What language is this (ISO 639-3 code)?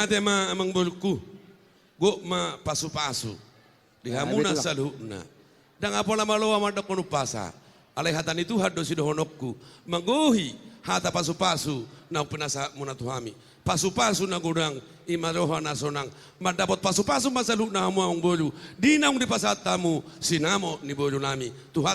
bbc